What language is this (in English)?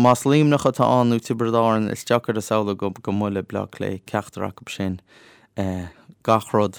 Irish